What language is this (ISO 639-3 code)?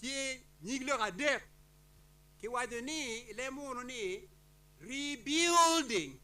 ach